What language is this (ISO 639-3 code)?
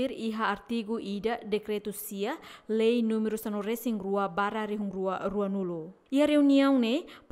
tet